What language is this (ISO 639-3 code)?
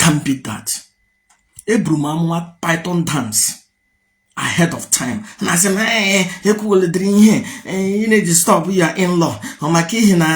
ibo